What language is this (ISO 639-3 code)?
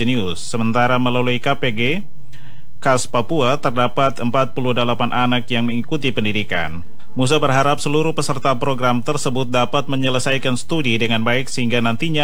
ind